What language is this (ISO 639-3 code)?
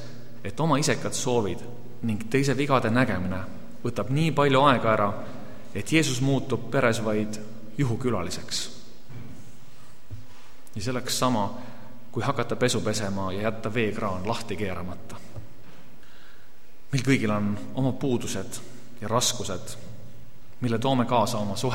est